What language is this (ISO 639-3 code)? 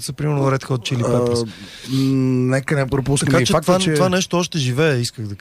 bul